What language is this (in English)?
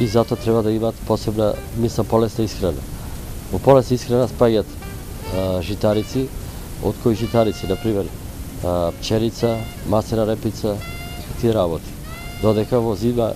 Macedonian